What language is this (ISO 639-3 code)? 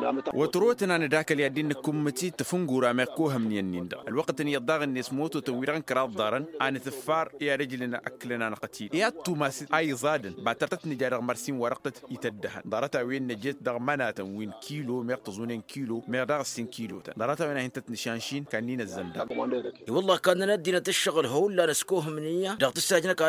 taq